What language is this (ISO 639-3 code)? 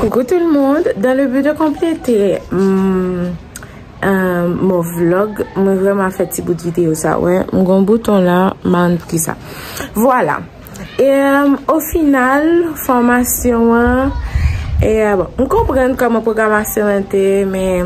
hat